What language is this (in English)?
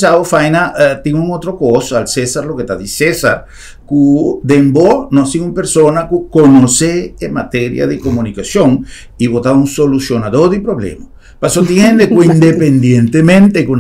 Papiamento